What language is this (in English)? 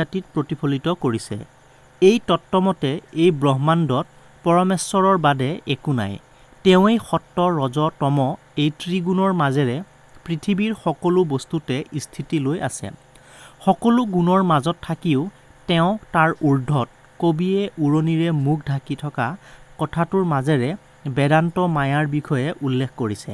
Assamese